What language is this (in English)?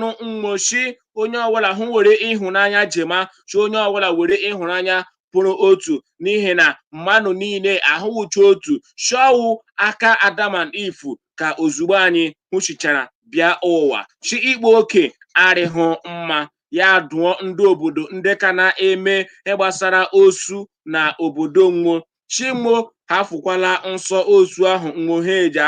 Igbo